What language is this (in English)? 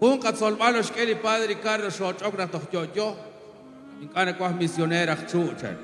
Kekchí